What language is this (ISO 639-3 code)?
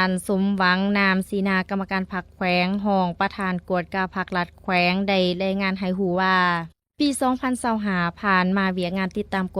lao